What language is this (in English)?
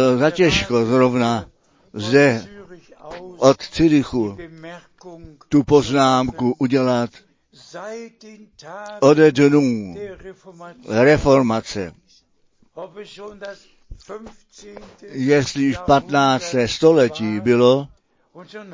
Czech